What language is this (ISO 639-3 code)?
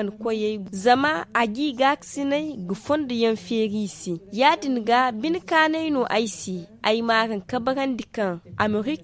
dje